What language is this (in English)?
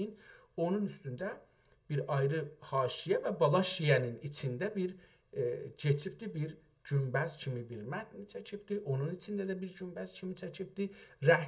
South Azerbaijani